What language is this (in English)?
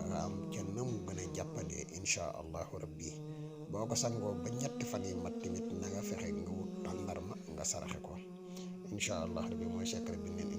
Wolof